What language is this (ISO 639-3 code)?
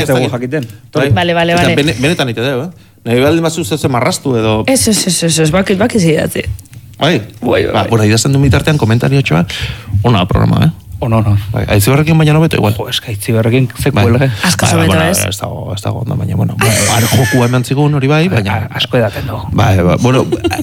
eus